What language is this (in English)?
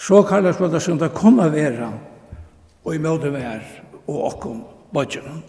Faroese